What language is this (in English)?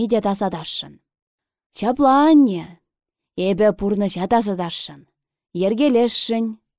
Chuvash